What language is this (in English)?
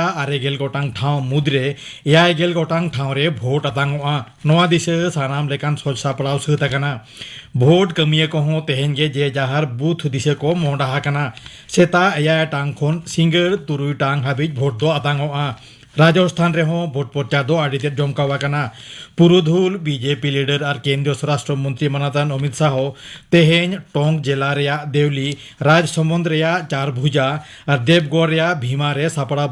Santali